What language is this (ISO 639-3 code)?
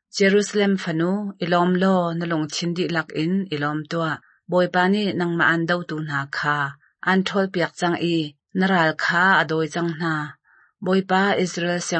cnh